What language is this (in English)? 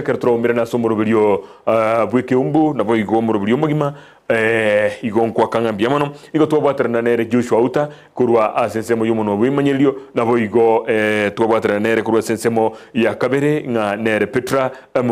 Gusii